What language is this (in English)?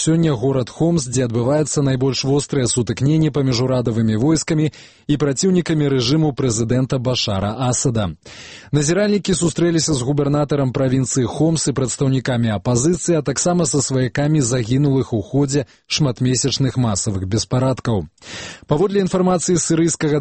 Belarusian